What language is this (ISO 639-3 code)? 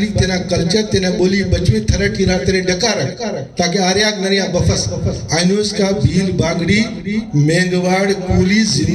brh